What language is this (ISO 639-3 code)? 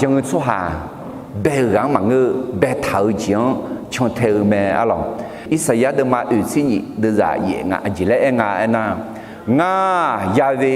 ahk